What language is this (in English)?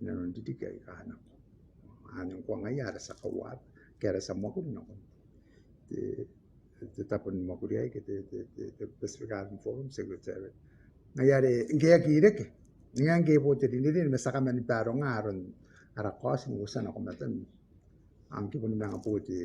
Gilbertese